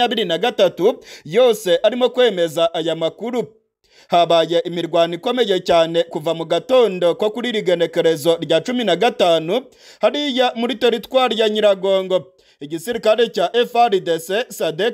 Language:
Kinyarwanda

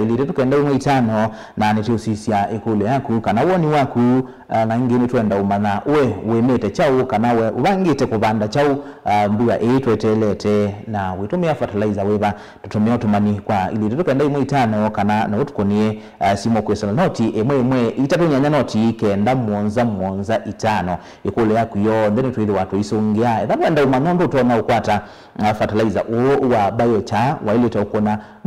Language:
Kamba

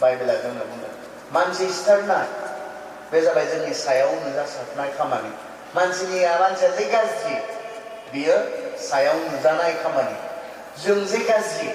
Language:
Bodo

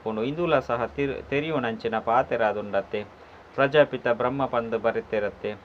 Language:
Tulu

